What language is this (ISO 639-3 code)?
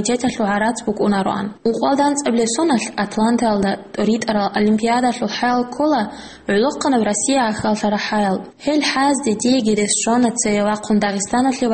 ava